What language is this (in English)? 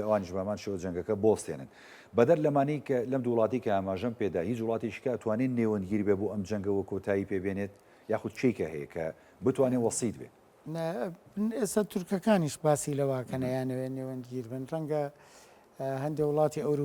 Central Kurdish